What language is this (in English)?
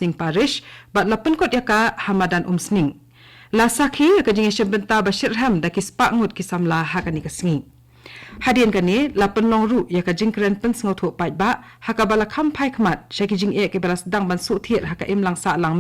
Khasi